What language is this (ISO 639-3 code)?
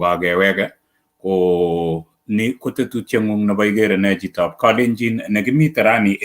kln